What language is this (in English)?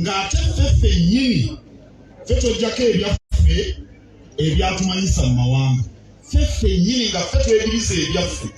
Ganda